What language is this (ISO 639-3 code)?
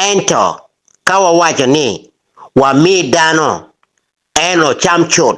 ach